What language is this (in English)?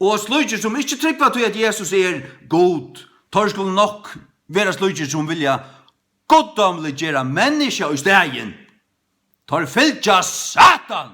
Faroese